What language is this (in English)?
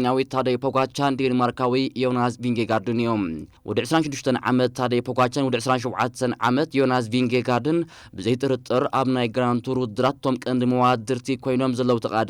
Tigrinya